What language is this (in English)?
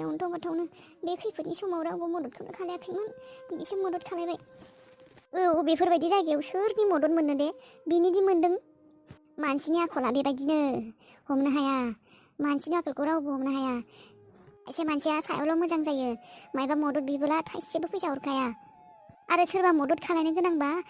Bodo